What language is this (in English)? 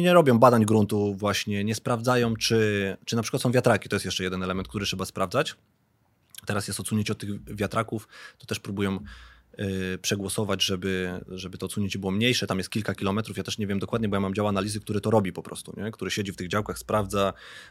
Polish